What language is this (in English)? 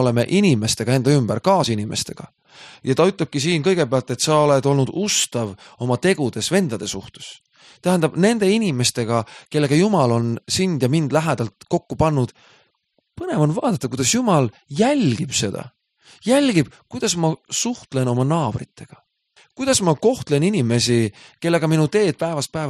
Estonian